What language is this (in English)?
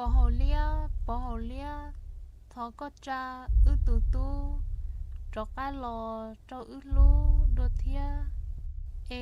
Hmong